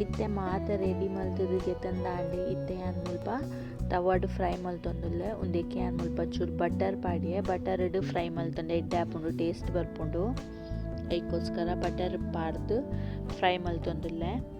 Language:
Tulu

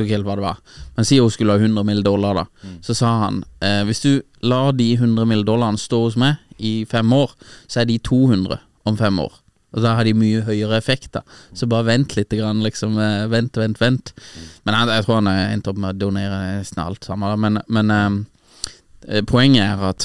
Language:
Norwegian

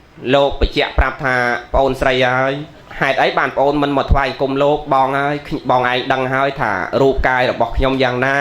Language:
Khmer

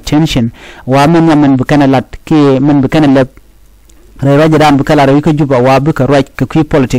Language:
Nuer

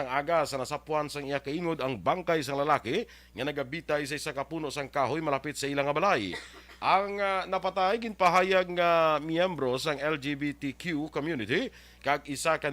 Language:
Hiligaynon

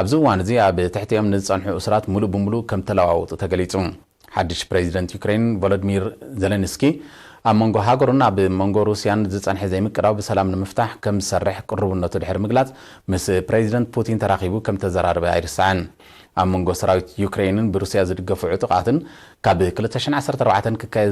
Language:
Tigrinya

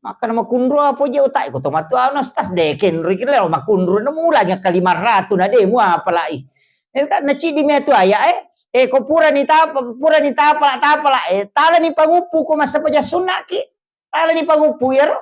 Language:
Buginese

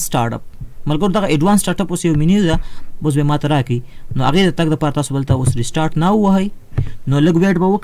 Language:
Pashto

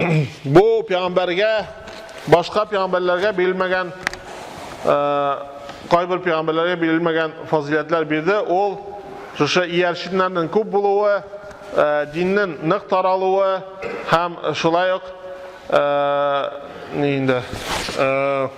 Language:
Tatar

